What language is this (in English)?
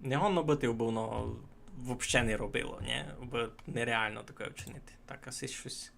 Rusyn